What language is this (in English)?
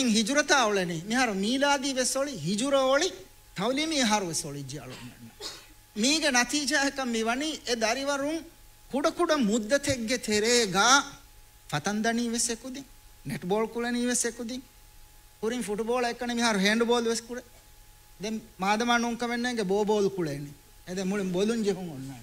Divehi